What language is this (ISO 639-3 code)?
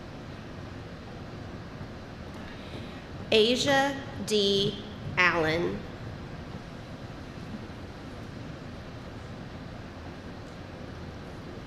eng